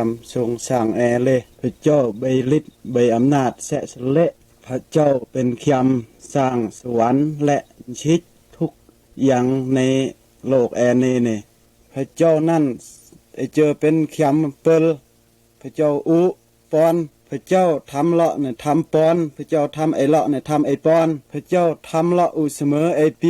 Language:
Mal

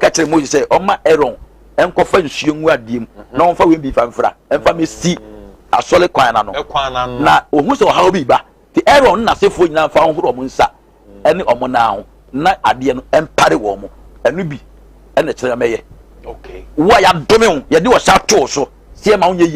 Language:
Akan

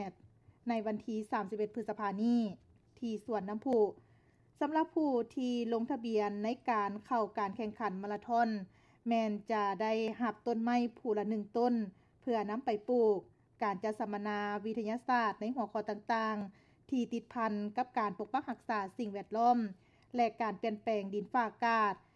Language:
Lao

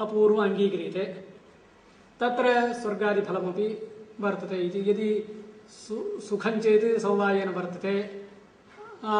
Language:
Sanskrit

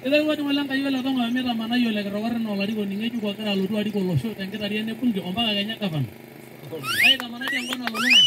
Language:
Masai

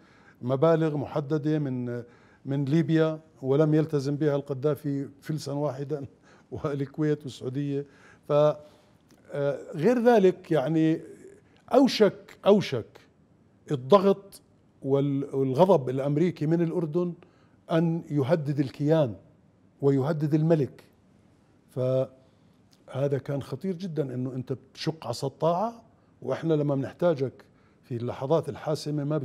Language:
Mesopotamian Arabic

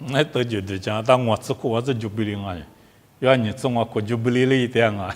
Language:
Lisu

